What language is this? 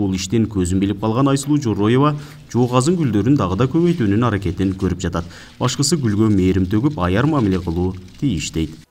Kyrgyz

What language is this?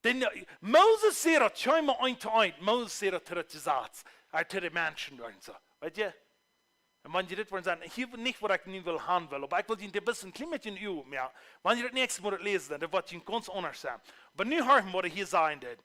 Plautdietsch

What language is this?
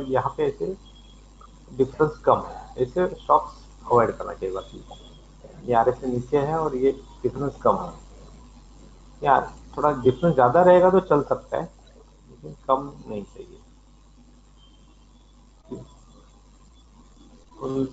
Hindi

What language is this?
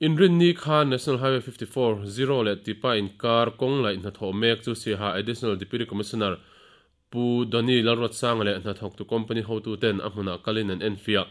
Mizo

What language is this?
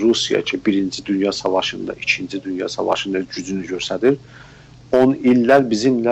South Azerbaijani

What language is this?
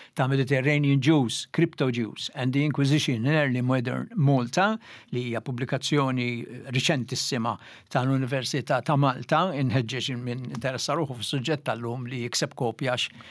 Maltese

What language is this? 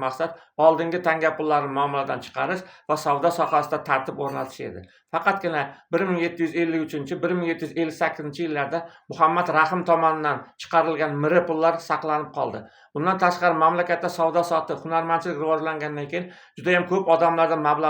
Uzbek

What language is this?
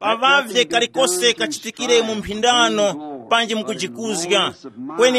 Tumbuka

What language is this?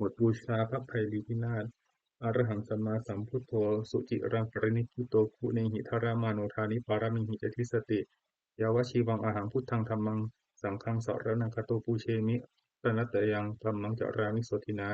Pali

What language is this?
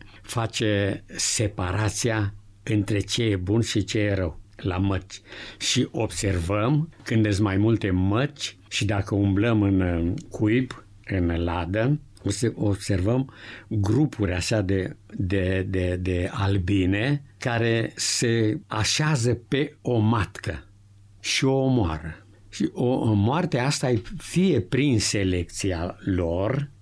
Romanian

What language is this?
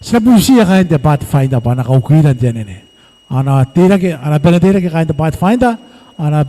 Gilbertese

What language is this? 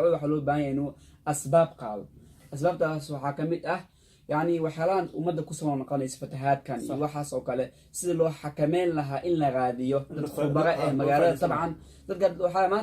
Somali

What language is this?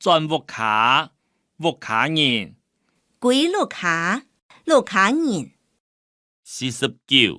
Hakka Chinese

